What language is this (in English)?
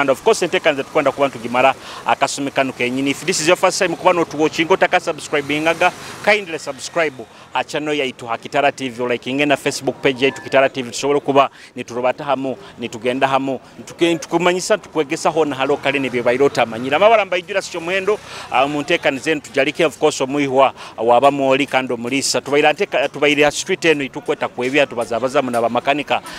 Nyoro